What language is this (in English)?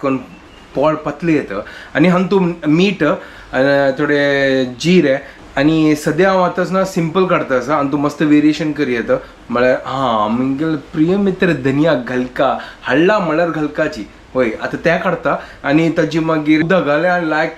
Konkani